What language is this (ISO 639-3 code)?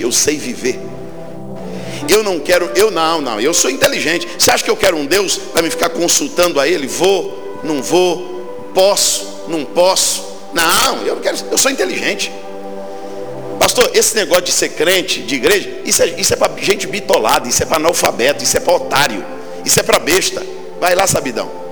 por